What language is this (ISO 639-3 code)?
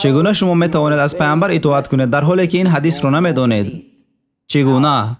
tgk